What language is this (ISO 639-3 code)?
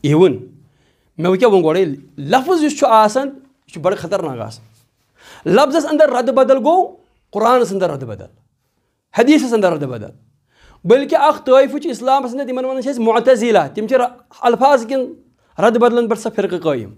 kas